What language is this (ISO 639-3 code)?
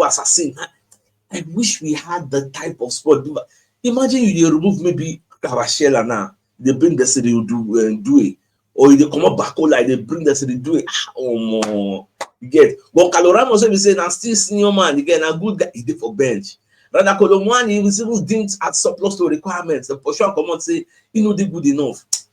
pcm